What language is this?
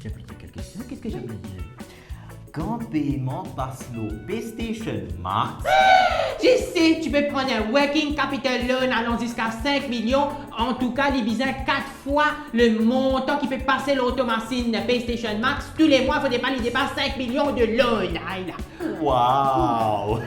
Morisyen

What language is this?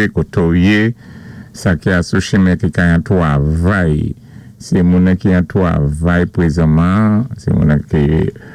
Saint Lucian Creole French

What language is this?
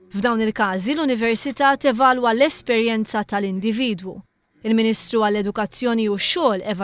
Maltese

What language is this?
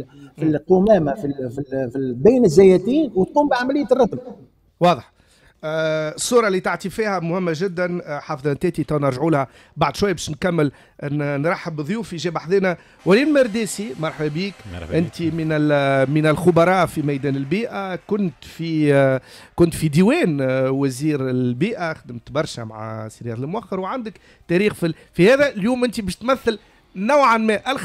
Tunisian Arabic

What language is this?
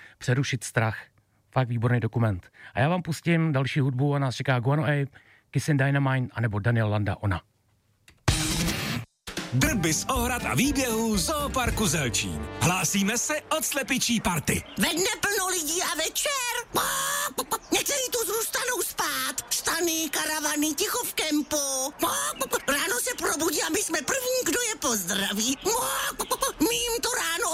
Czech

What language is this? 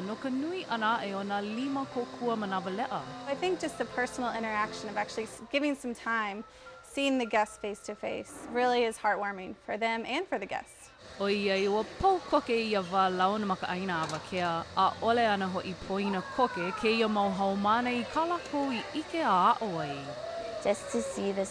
Hawaiian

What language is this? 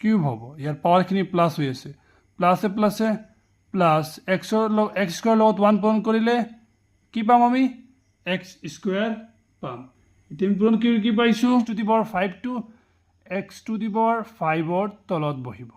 Assamese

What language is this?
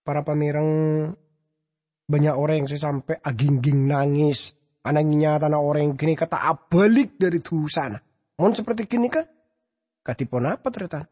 Madurese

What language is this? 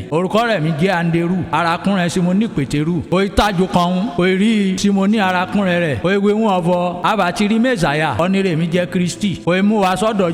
Yoruba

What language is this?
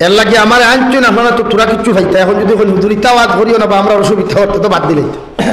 Sylheti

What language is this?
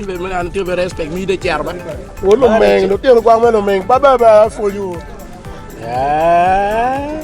Acoli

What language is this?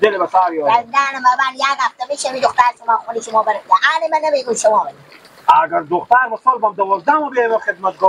Persian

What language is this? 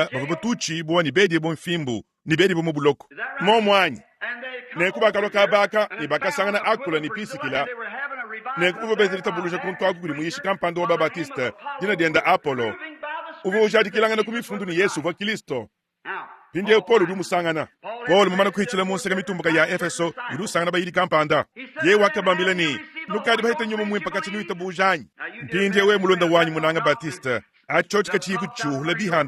Luba-Lulua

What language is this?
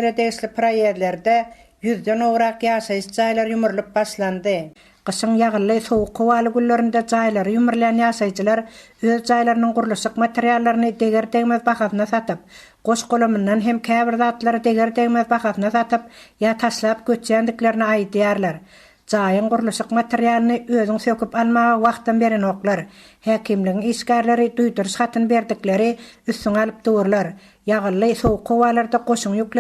Turkmen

